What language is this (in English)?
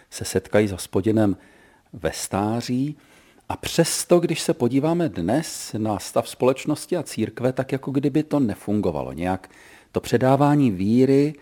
Czech